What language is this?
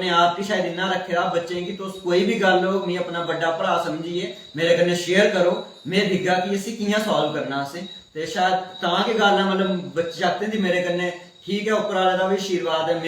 Dogri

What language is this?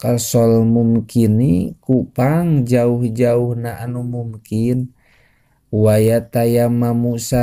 Sundanese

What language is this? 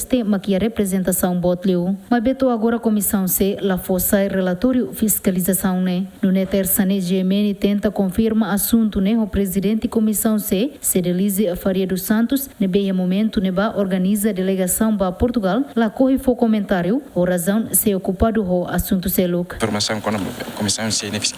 Tetum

